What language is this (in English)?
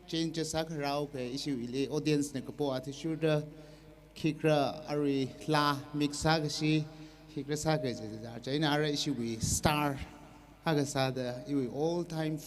Tangkhul Naga (India)